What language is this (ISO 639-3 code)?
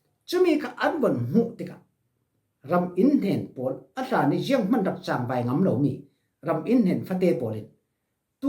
cfm